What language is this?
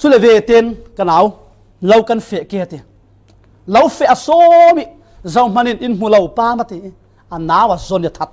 Falam Chin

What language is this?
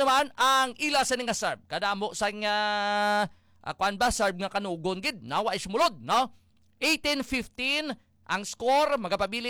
Hiligaynon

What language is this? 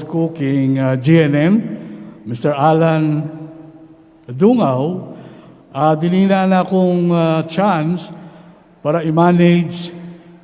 Pampanga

